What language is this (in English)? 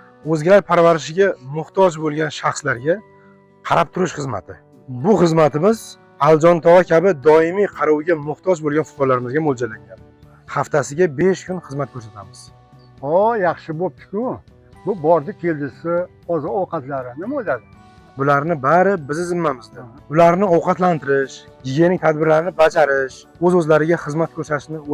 Uzbek